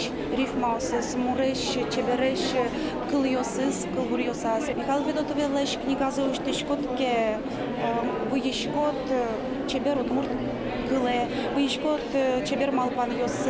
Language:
Udmurt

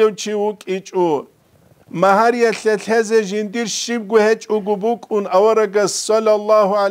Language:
Avaric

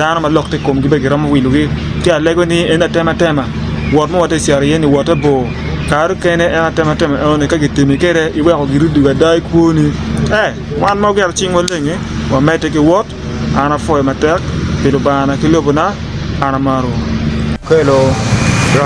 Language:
Acoli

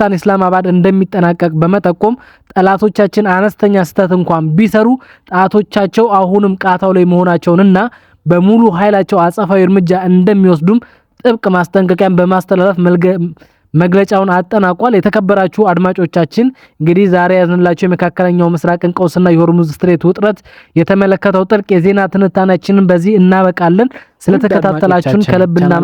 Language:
Amharic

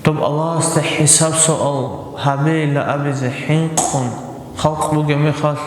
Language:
Avaric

